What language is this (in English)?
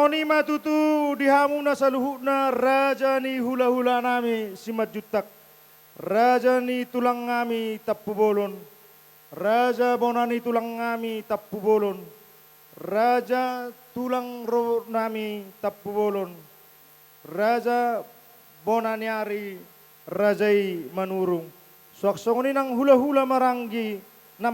Batak Toba